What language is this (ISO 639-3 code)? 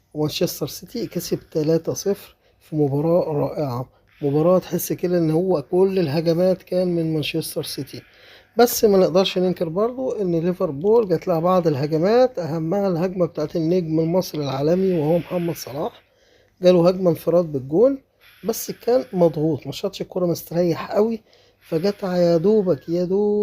arz